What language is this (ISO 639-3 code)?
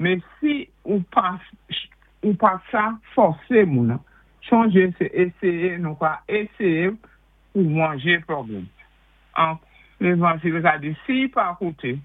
acf